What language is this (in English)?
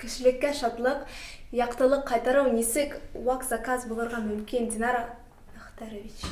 Bashkir